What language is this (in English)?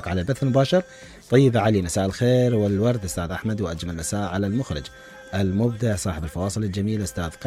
Mesopotamian Arabic